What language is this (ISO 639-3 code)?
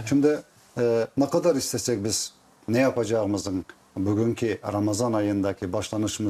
crh